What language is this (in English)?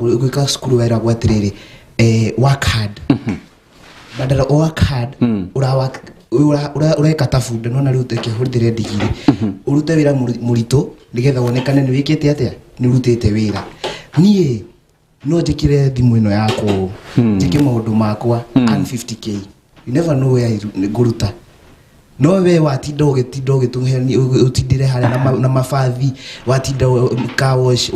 Kikuyu